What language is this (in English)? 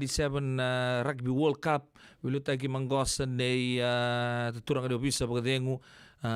Fijian